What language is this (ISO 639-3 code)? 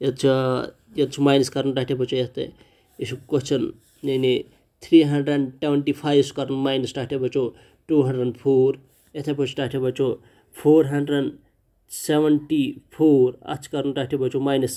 kas